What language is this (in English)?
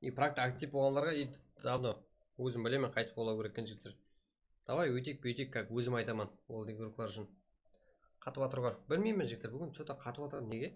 Kara-Kalpak